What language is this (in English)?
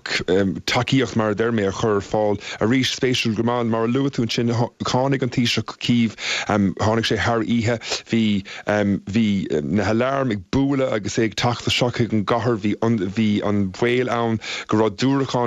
Irish